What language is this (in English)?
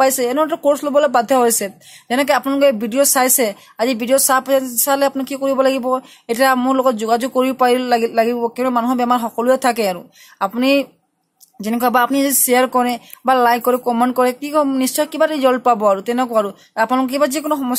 Assamese